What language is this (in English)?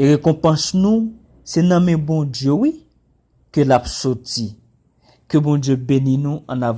Haitian Creole